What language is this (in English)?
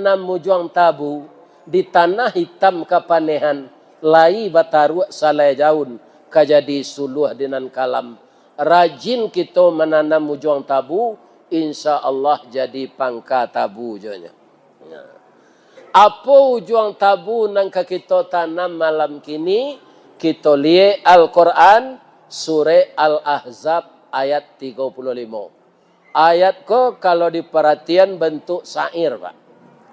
Minangkabau